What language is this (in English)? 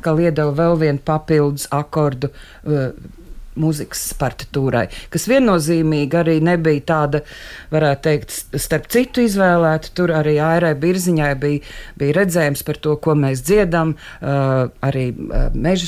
Latvian